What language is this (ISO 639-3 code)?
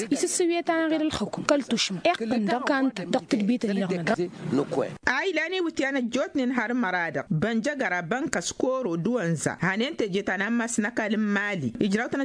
taq